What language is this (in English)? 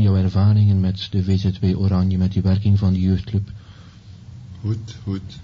Dutch